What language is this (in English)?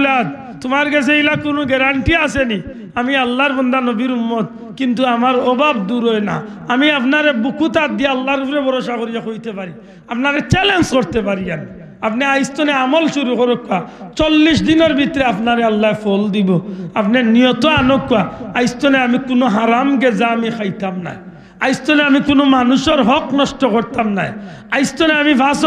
Sylheti